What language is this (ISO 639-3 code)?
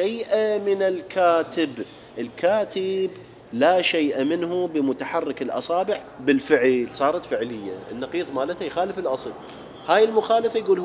acm